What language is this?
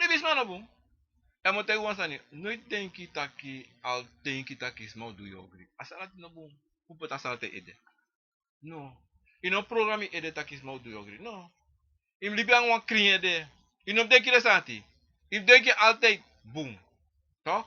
Sranan Tongo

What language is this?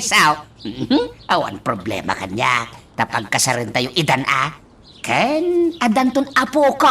Iloko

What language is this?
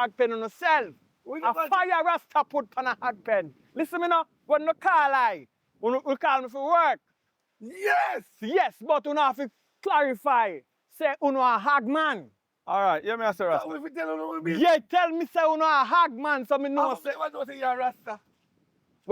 Jamaican Creole English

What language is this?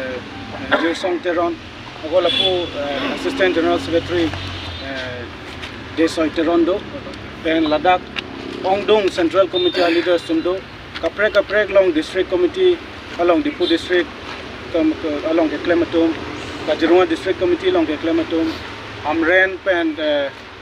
Karbi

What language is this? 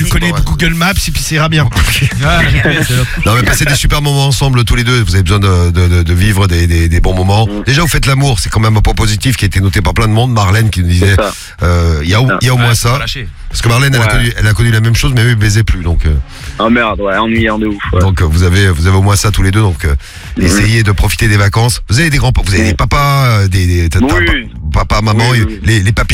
French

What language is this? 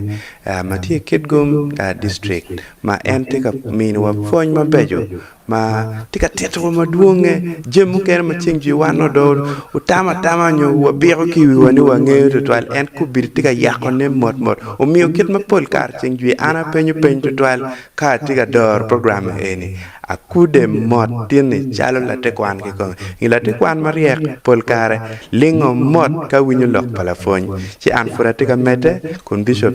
Acoli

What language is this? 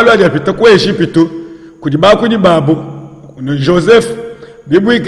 Luba-Lulua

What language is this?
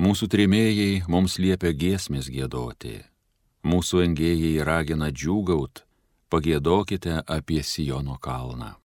Lithuanian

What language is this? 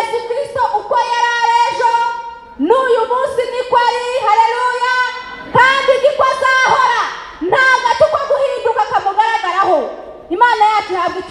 Kinyarwanda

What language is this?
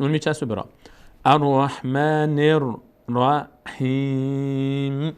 Persian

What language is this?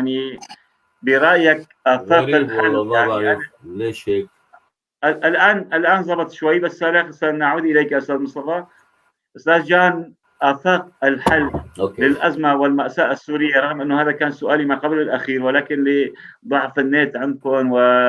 North Levantine Arabic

